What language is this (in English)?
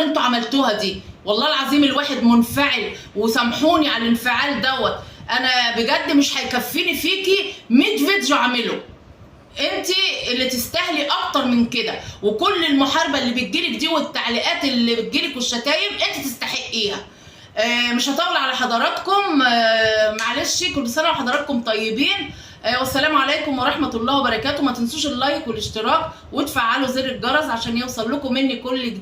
Egyptian Arabic